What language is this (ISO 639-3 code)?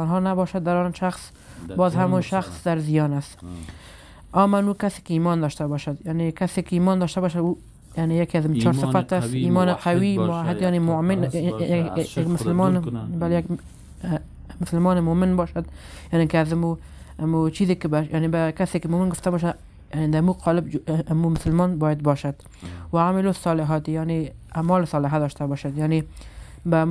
fas